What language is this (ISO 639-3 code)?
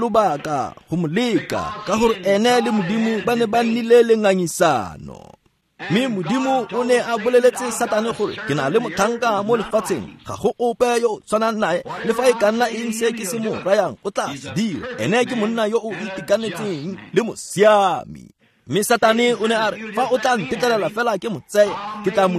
tsn